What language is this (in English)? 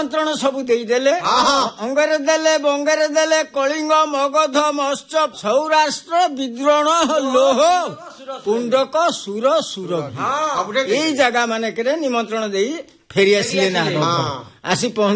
Odia